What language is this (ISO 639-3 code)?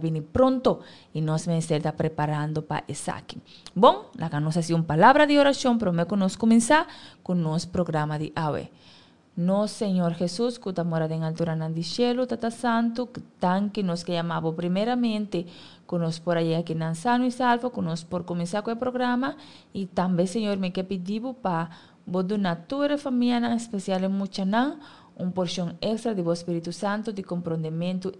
pap